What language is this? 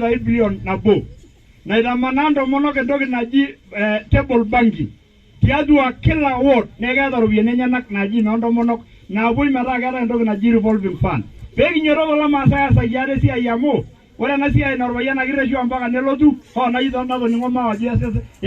Masai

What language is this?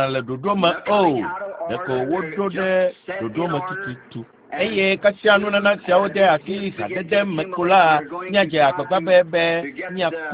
Ewe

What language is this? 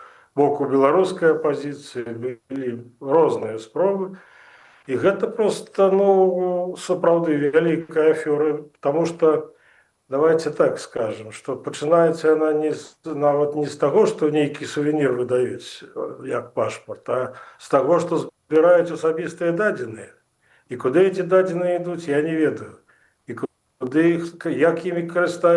Belarusian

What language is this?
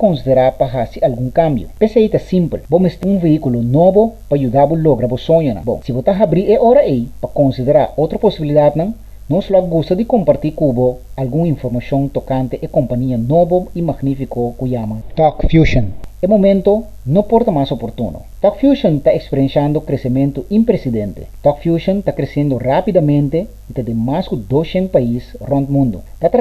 Papiamento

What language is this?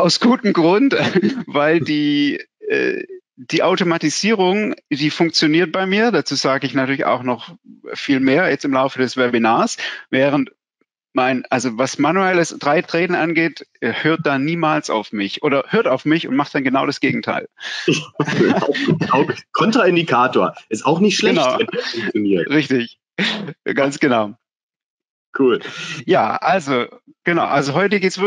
German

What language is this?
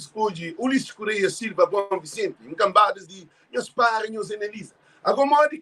Kabuverdianu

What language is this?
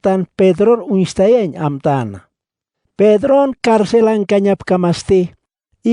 Aymara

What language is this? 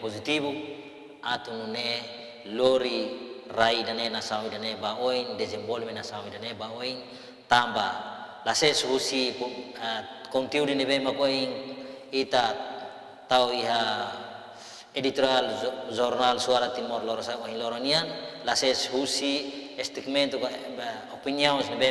Tetum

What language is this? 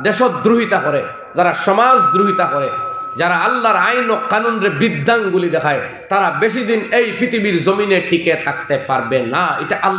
Sylheti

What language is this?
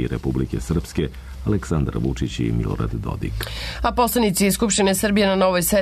Serbian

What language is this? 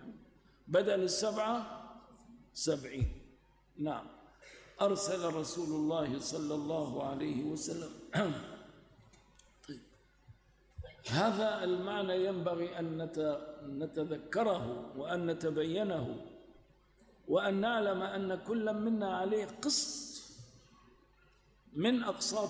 Arabic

